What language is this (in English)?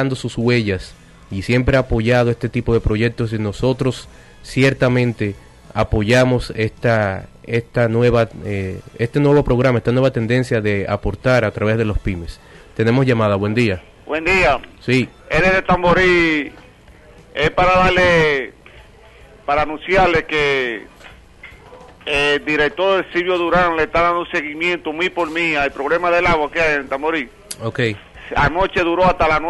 Spanish